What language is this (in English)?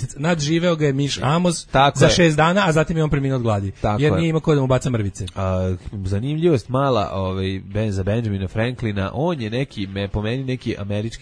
Serbian